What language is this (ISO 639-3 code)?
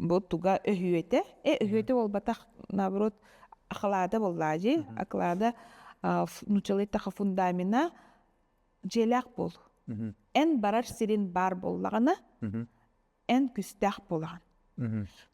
sah